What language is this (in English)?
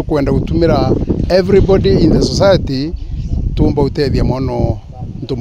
Meru